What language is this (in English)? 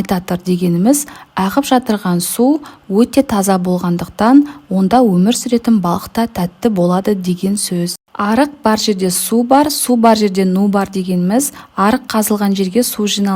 Kazakh